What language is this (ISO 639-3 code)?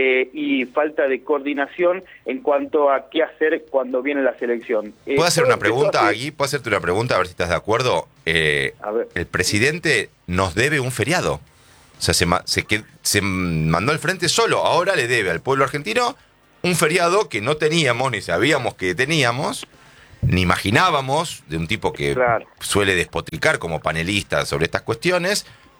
spa